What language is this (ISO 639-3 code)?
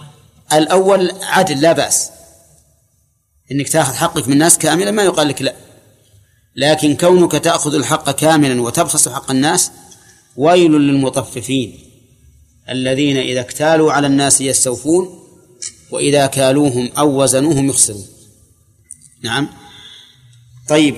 ara